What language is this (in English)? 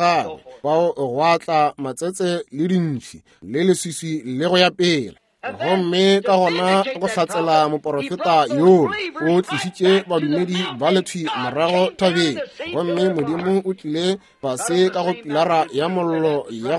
Northern Sotho